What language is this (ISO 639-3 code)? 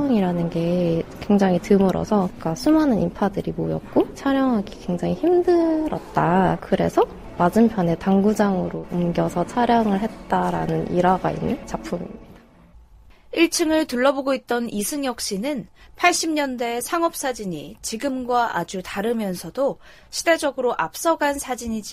kor